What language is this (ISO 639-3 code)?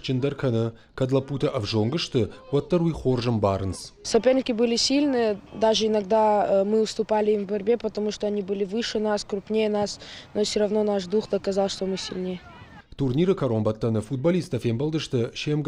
oss